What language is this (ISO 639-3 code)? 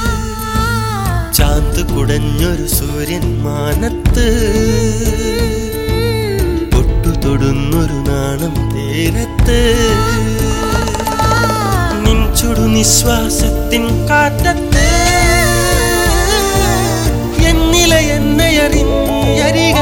mal